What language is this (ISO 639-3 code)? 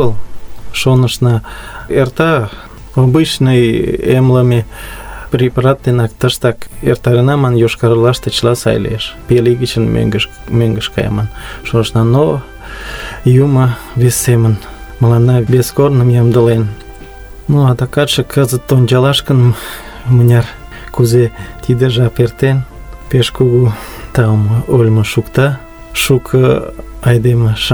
chm